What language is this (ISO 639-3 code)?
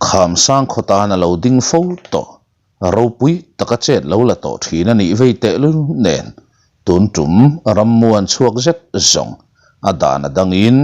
lus